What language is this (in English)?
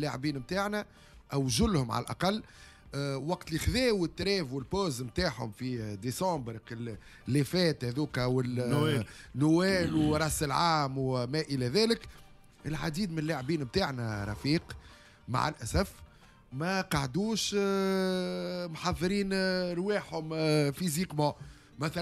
Tunisian Arabic